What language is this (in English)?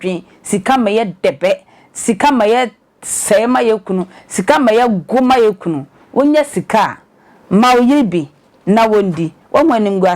Akan